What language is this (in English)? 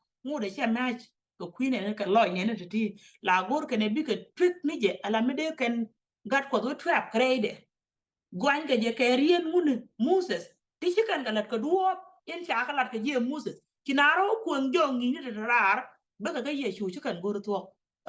Nuer